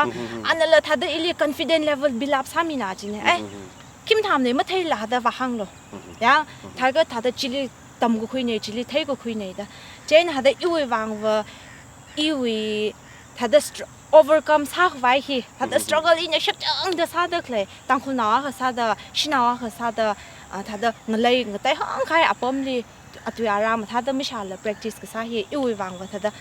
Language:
Tangkhul Naga (India)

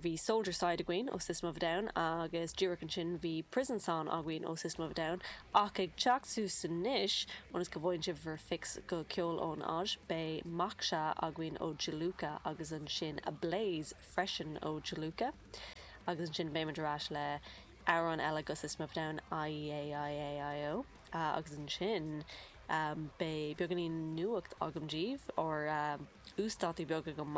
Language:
Irish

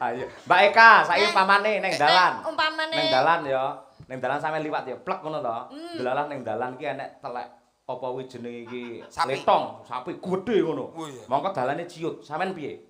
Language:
Javanese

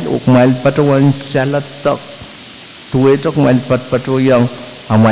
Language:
Pohnpeian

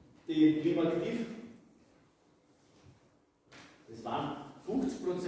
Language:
German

